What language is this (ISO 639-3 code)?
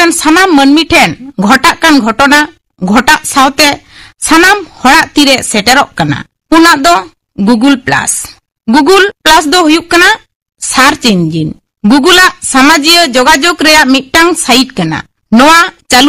sat